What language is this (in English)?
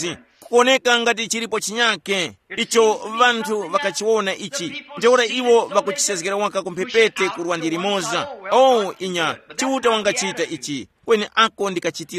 Tumbuka